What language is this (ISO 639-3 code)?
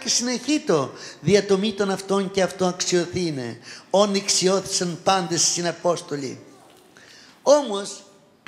ell